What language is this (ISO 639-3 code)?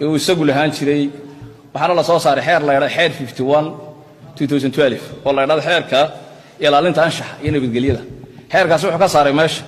som